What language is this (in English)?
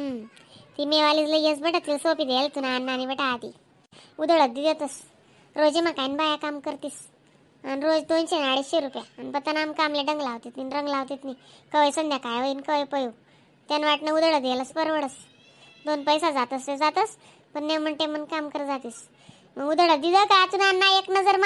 Khandesi